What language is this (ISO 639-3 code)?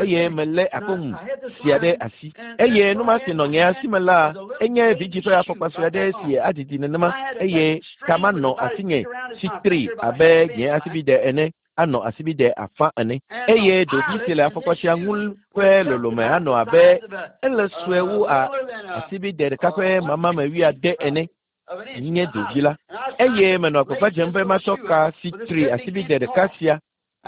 ewe